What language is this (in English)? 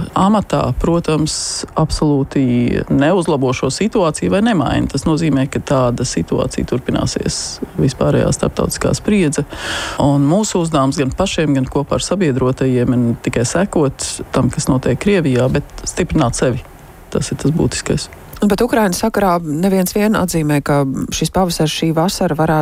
Latvian